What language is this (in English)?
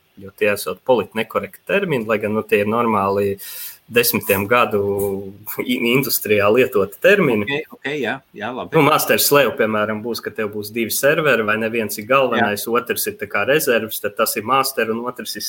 Latvian